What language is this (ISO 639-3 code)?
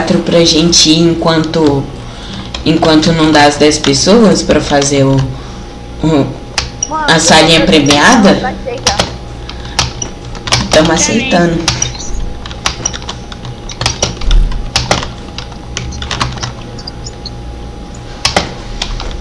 por